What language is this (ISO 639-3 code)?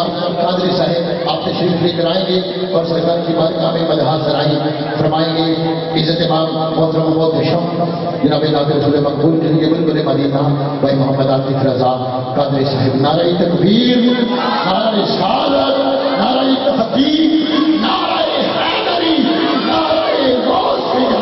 urd